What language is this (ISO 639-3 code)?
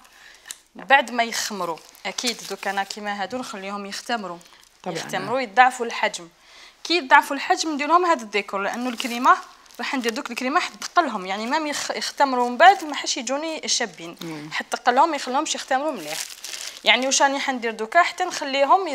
arq